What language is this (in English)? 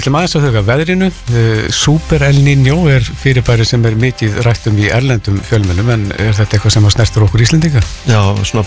Icelandic